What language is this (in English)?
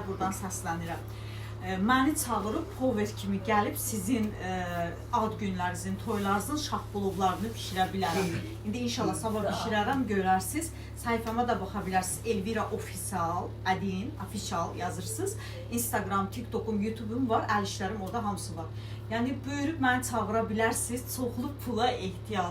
Azerbaijani